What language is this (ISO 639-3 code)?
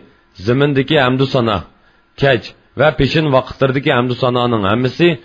uig